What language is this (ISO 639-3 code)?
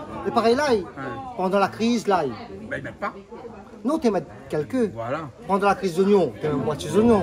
rcf